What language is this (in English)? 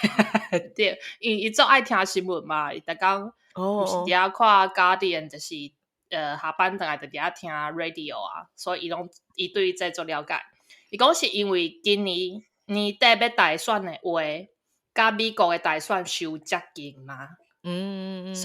Min Nan Chinese